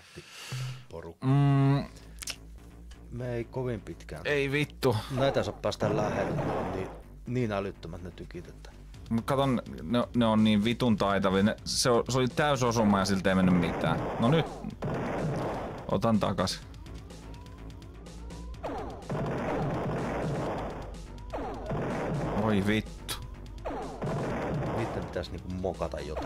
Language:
Finnish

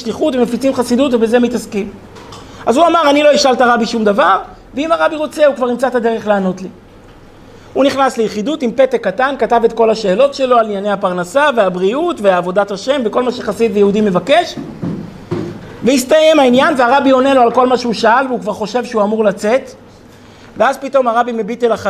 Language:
Hebrew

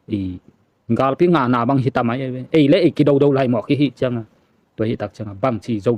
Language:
Tedim Chin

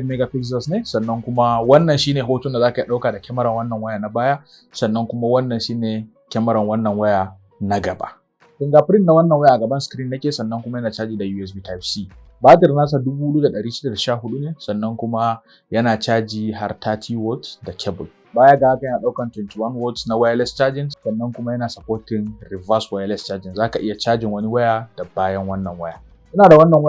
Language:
Hausa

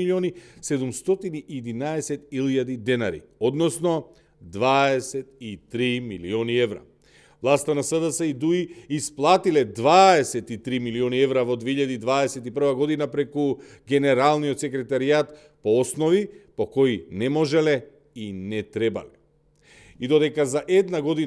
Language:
Macedonian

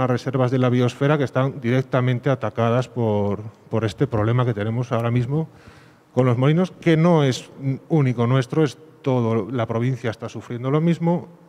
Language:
Spanish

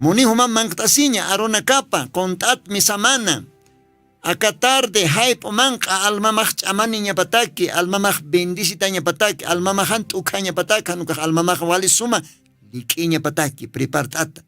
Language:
Aymara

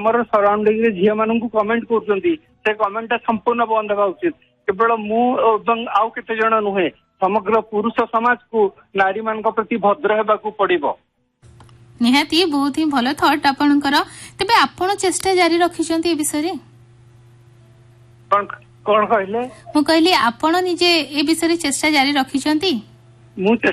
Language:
Odia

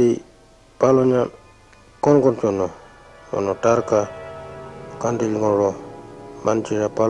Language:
Pitjantjatjara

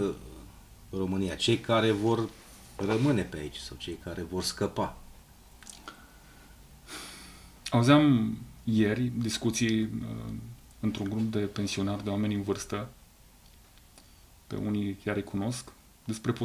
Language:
Romanian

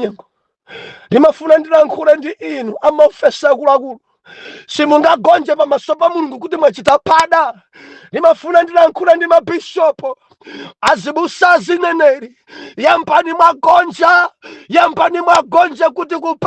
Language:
Nyanja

